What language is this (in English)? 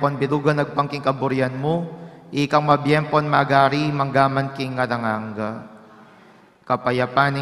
Pampanga